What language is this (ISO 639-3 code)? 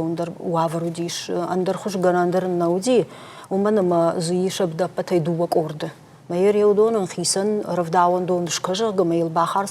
oss